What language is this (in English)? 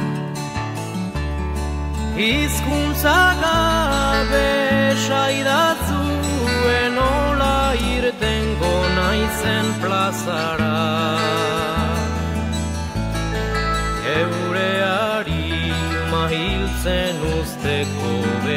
Basque